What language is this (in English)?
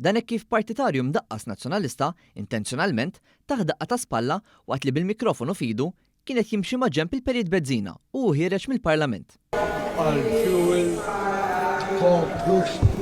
Maltese